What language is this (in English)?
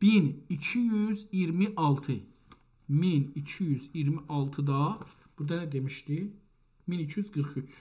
South Azerbaijani